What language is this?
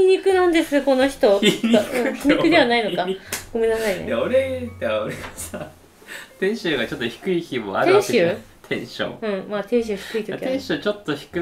Japanese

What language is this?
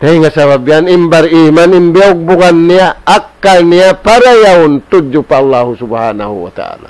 Tausug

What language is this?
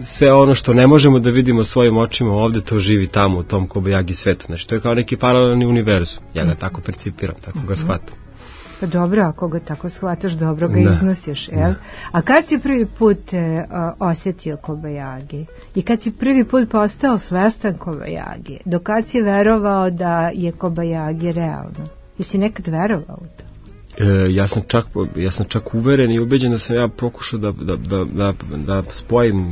Serbian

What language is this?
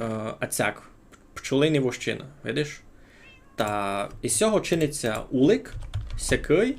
Rusyn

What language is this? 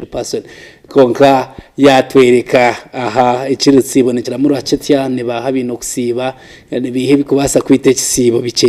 Nyankole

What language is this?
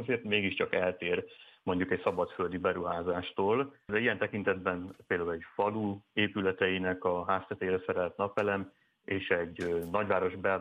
Hungarian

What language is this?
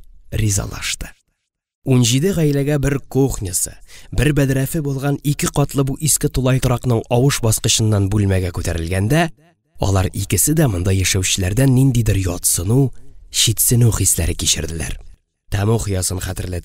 Tatar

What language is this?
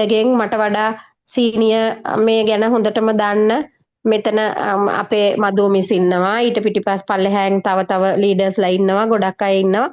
Sinhala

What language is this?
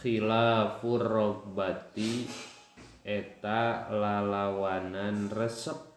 Sundanese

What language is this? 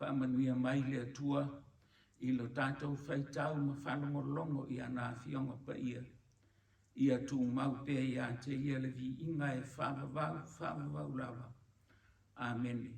Samoan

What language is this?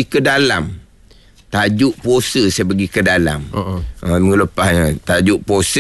Malay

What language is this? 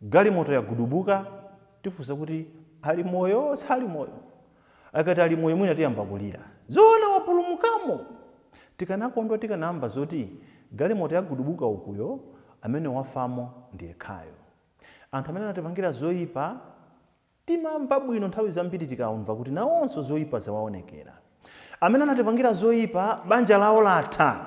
Nyanja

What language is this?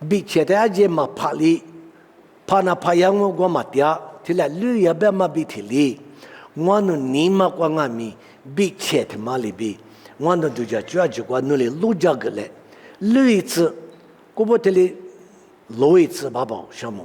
Lisu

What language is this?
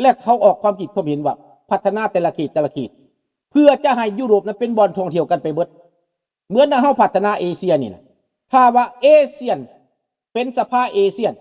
Lao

